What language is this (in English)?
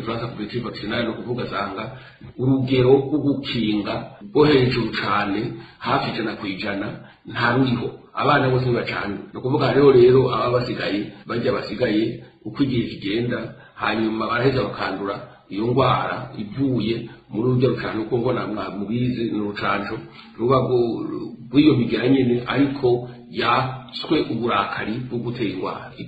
Rundi